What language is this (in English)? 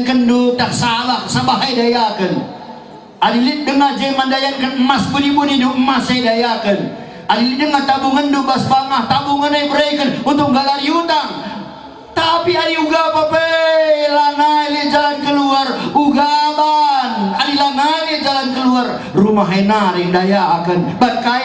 Batak Karo